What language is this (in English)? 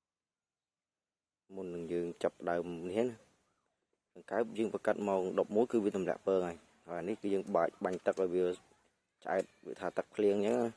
Khmer